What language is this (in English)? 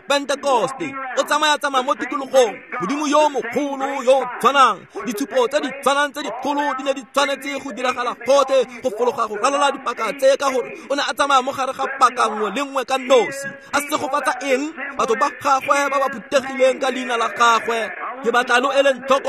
Tswana